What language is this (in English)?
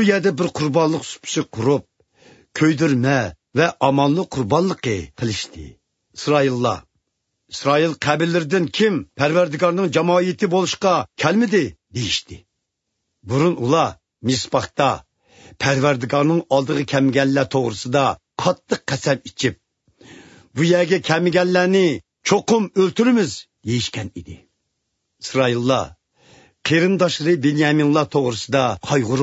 Uyghur